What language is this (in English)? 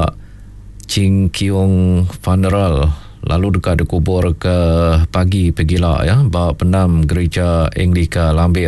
Iban